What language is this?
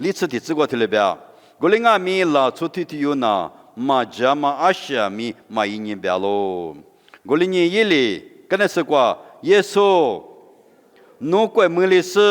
Lisu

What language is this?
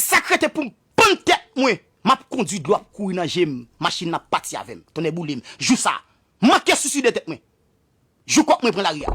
Haitian Creole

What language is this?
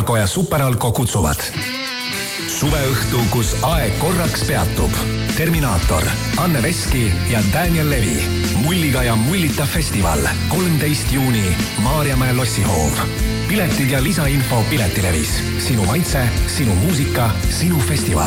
Estonian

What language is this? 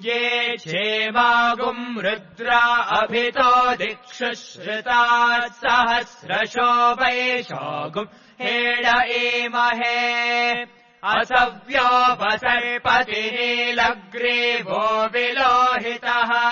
Sanskrit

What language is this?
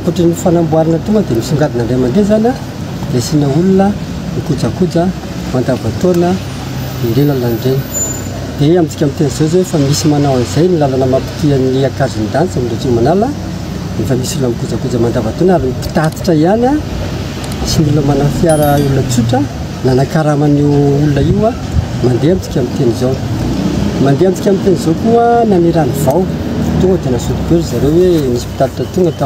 Malagasy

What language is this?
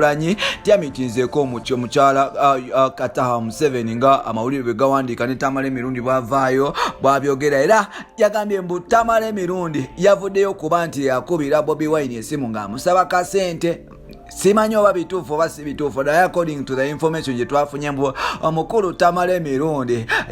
Ganda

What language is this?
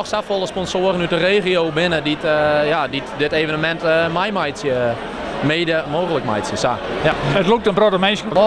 Western Frisian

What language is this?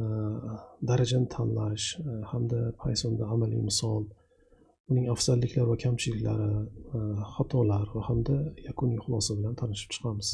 Uzbek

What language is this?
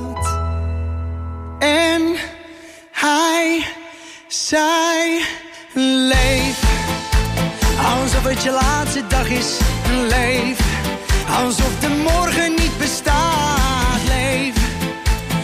Dutch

